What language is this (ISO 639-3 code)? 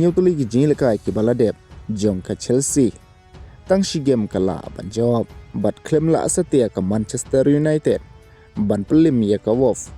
kha